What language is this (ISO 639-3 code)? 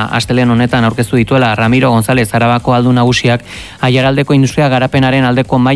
eus